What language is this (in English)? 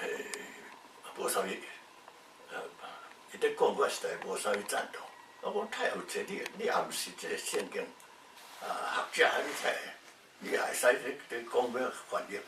Min Nan Chinese